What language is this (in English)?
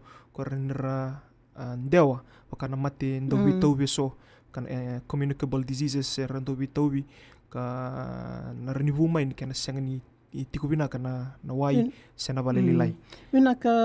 Fijian